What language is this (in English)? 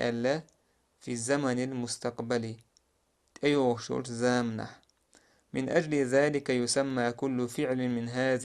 Chechen